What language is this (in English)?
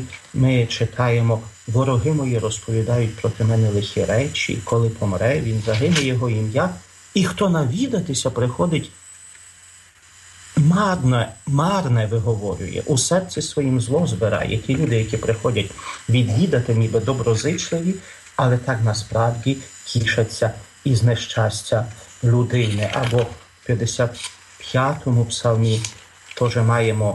Ukrainian